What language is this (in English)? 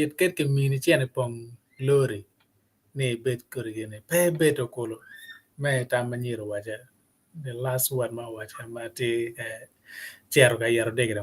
Acoli